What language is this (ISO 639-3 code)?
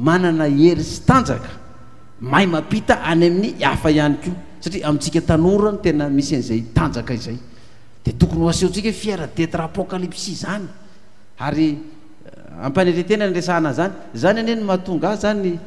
mlg